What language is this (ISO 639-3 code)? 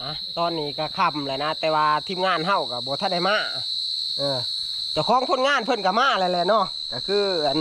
tts